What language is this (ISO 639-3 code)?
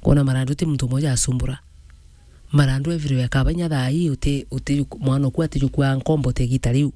mer